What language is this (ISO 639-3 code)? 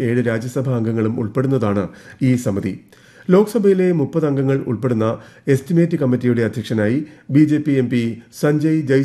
mal